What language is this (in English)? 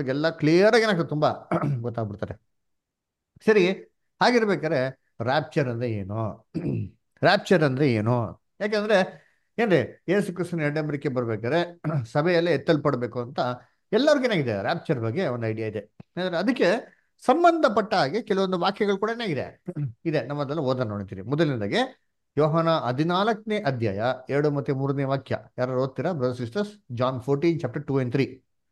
Kannada